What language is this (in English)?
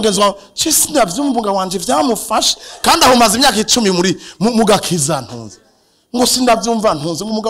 Rundi